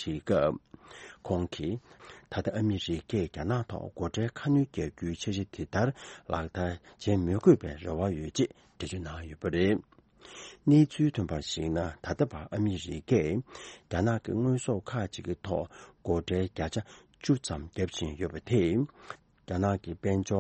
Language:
Tibetan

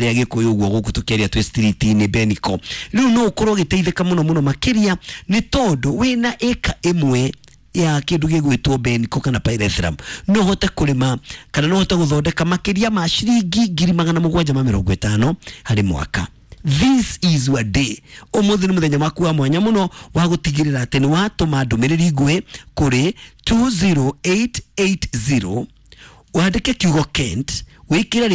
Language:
Kikuyu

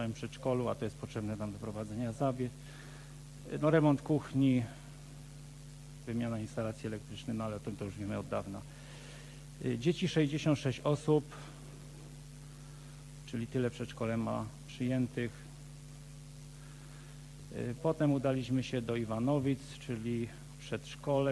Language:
Polish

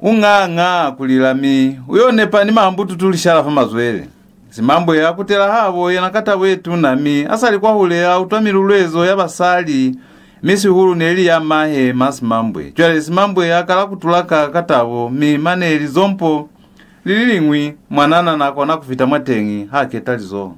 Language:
Lozi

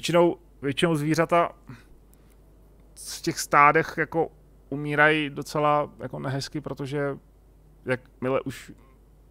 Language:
Czech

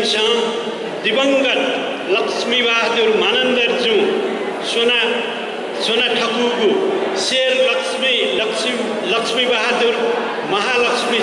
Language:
Newari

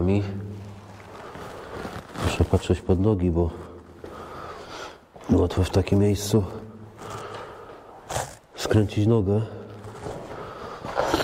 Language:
Polish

